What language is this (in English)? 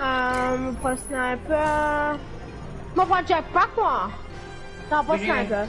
Morisyen